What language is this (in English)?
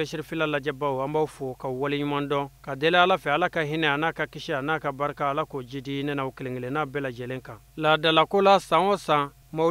Bambara